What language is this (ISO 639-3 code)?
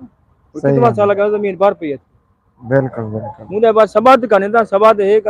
skr